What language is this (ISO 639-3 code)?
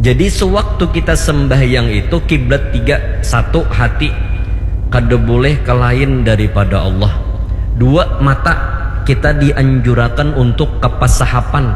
bjn